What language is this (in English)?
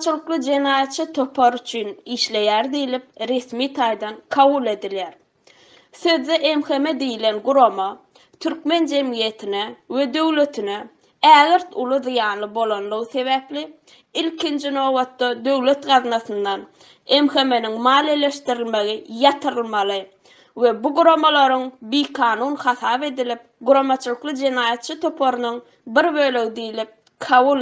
Turkmen